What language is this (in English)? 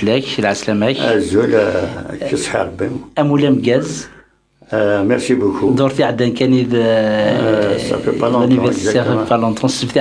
Kabyle